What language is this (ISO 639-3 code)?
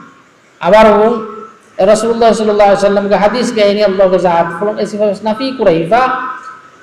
div